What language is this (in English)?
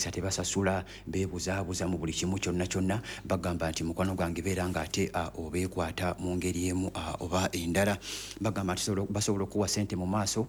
Ganda